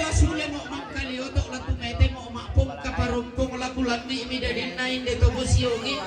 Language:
Toraja-Sa'dan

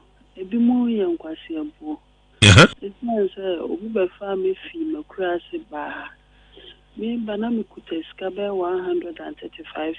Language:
Akan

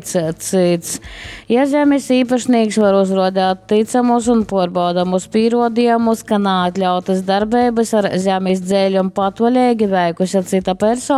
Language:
Latgalian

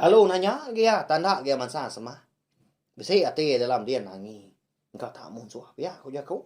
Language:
Iban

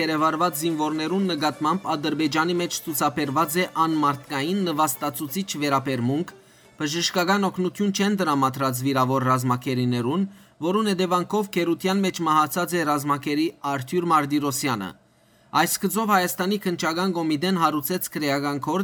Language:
Western Armenian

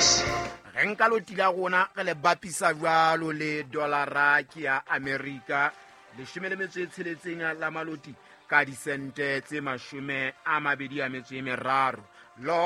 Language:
Southern Sotho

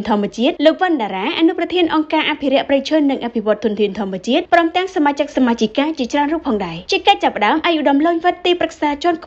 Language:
Khmer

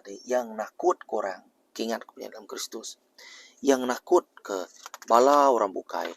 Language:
Iban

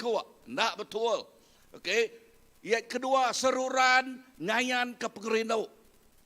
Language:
Iban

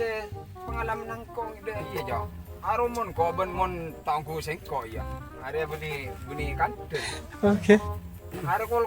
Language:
Madurese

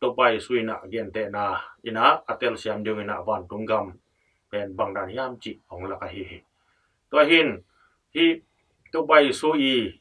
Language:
Tedim Chin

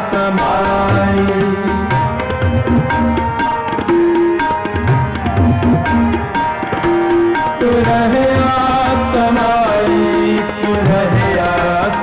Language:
Punjabi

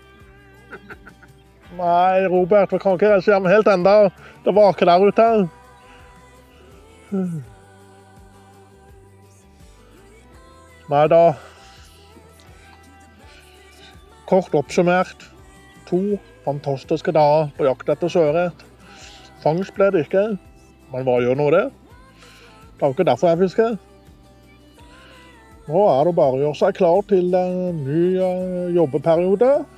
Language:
Norwegian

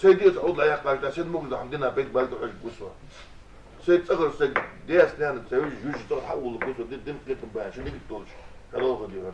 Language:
Ingush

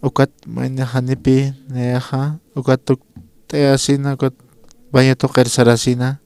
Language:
Aymara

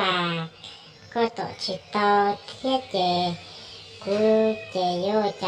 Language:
Hmong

